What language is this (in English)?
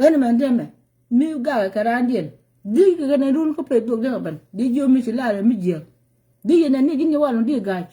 Nuer